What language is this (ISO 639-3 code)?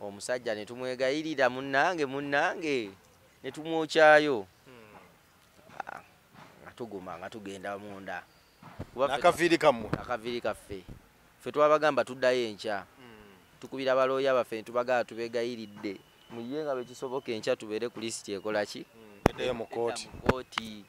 lug